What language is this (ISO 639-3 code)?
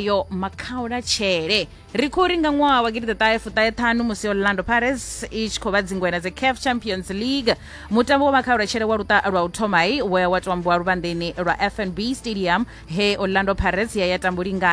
ven